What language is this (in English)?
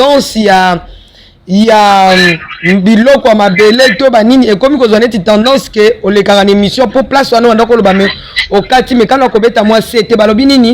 Lingala